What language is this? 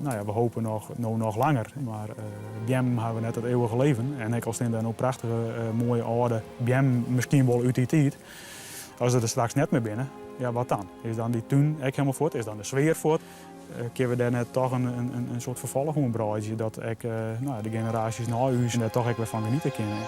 Western Frisian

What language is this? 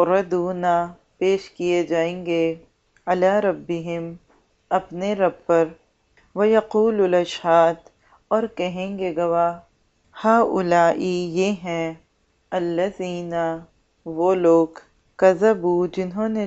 Urdu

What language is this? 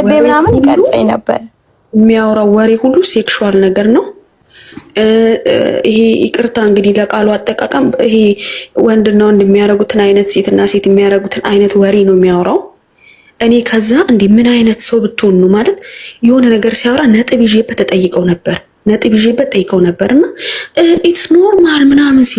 Amharic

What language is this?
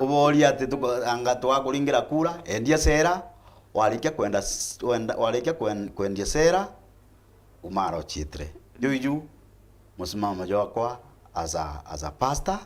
Meru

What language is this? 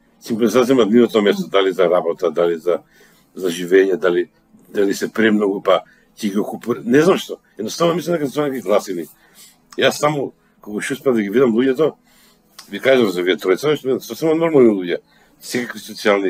Macedonian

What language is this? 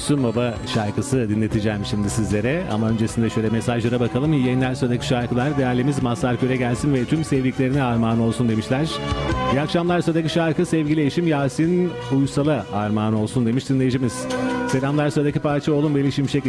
Turkish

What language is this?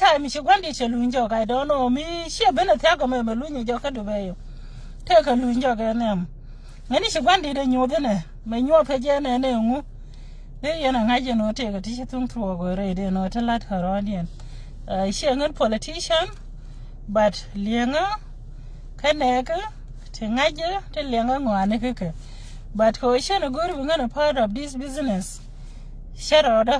Nuer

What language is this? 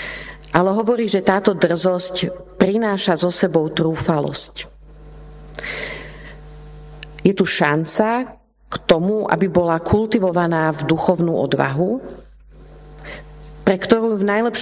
Slovak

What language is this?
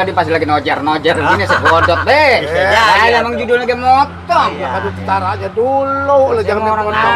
Betawi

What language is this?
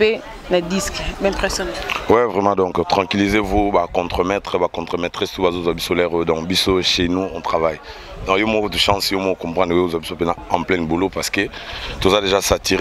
Lingala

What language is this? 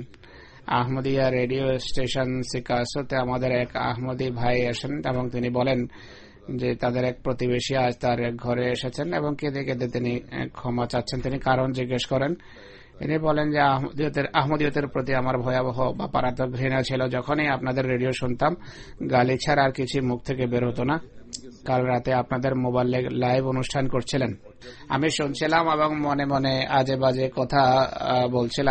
Bangla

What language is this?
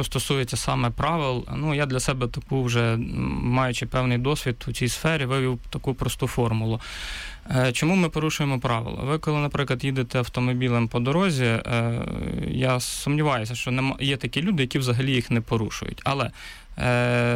Ukrainian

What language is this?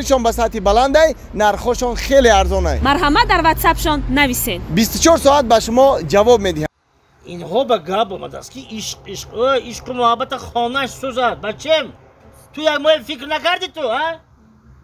Tajik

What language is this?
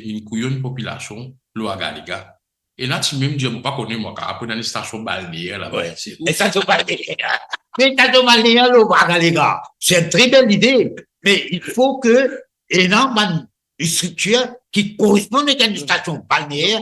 Morisyen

